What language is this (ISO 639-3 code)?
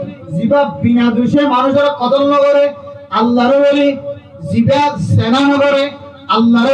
rhg